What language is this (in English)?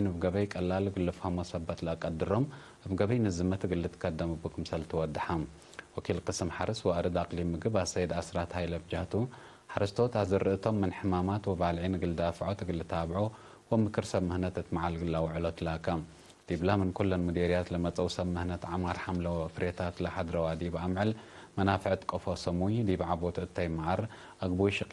Tigre